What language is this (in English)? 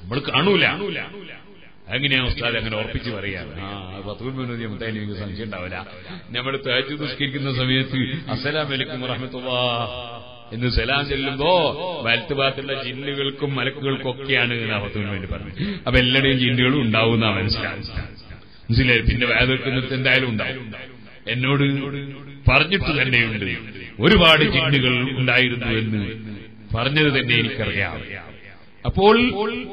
Malayalam